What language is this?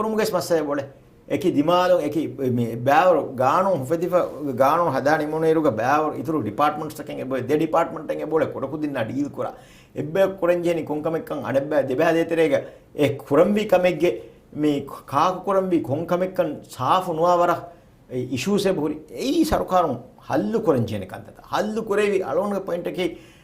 Divehi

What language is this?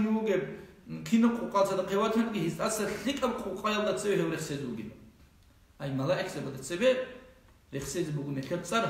Avaric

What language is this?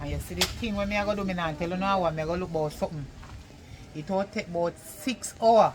Jamaican Creole English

